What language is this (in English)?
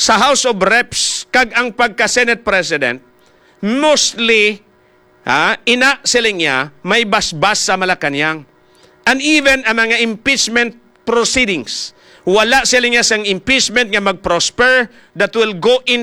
Hiligaynon